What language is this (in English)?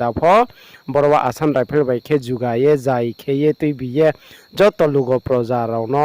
Riang (India)